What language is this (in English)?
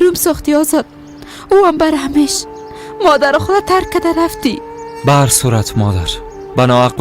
Persian